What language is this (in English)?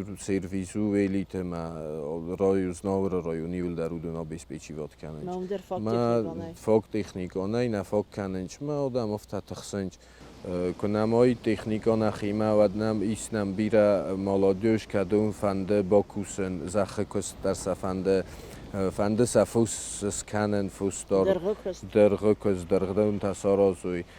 Ossetic